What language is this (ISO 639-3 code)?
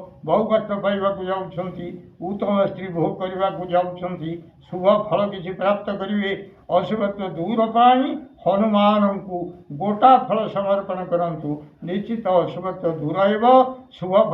ori